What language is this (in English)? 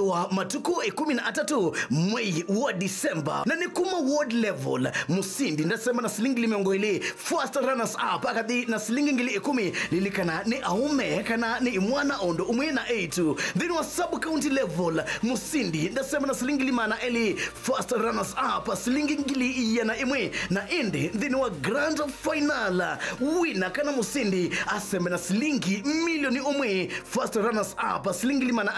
Kamba